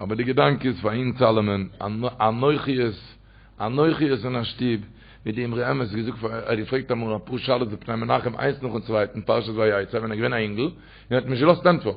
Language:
Yiddish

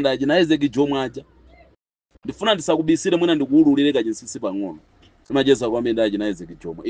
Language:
Nyanja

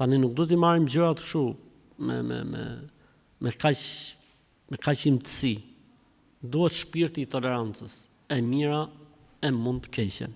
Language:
Albanian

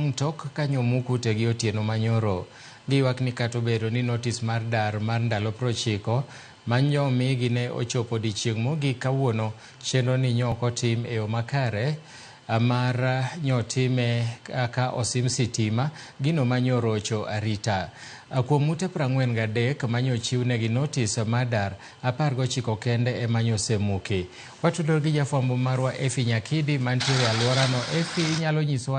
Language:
Luo (Kenya and Tanzania)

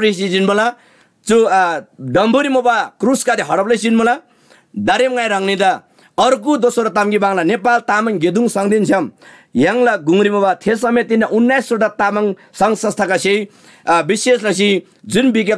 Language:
Eastern Tamang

